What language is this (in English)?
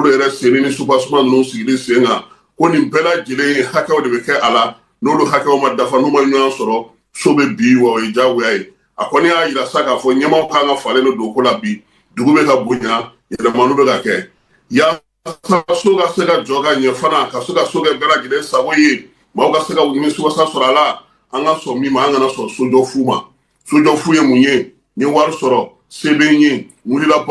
Bambara